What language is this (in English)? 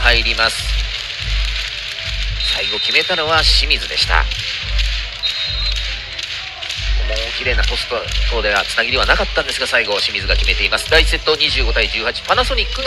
Japanese